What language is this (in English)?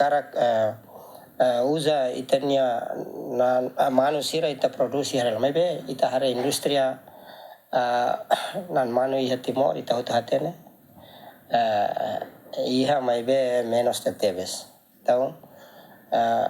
Tetum